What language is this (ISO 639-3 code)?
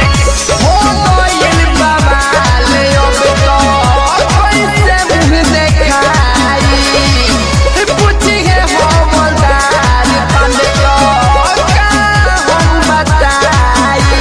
bho